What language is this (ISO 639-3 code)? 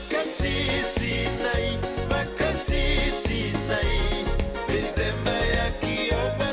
fij